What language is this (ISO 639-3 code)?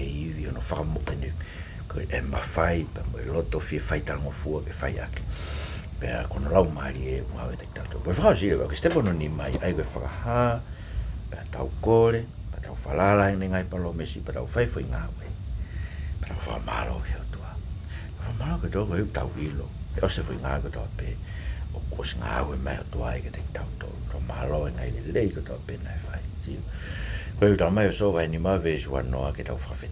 ton